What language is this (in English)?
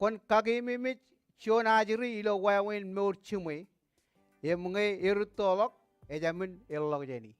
Marshallese